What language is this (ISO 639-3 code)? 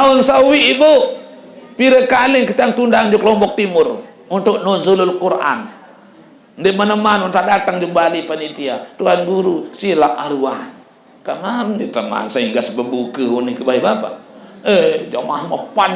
sas